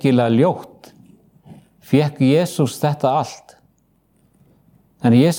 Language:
Icelandic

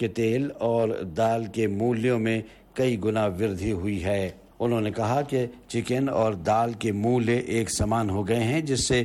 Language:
Hindi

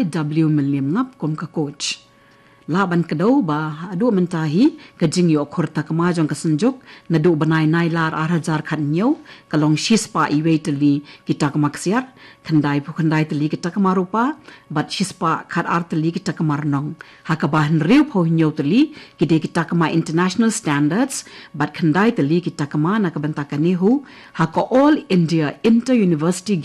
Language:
Khasi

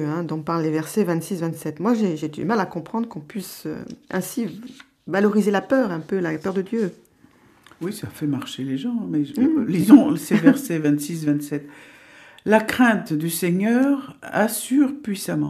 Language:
French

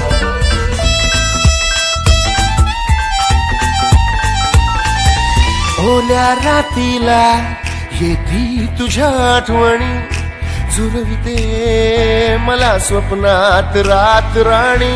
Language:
Marathi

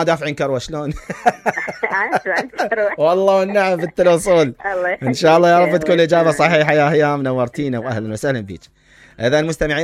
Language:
Mesopotamian Arabic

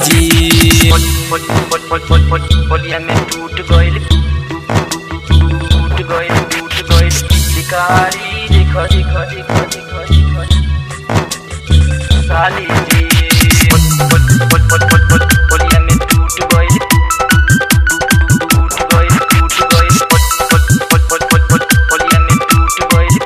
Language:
Bhojpuri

